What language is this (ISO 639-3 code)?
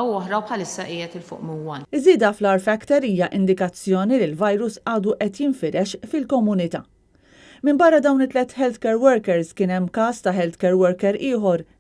mlt